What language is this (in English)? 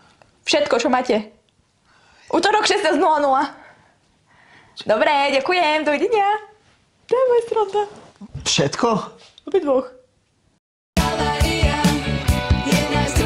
Slovak